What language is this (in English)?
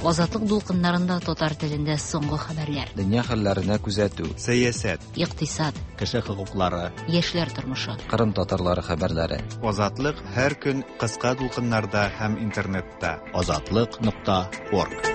Tatar